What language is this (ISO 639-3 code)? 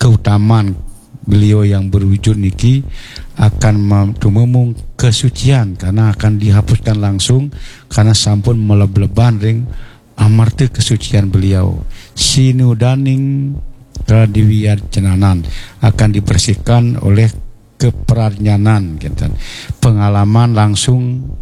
ban